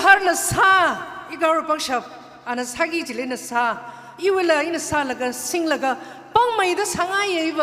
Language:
Tangkhul Naga (India)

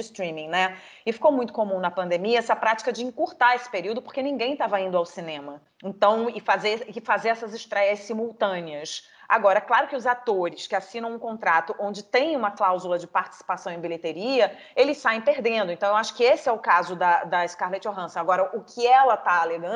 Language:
Portuguese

